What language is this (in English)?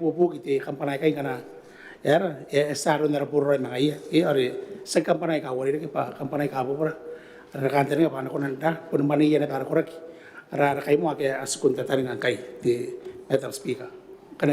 Gilbertese